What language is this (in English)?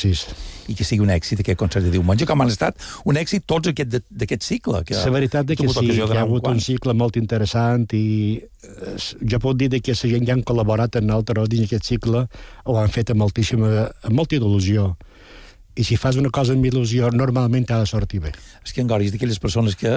Catalan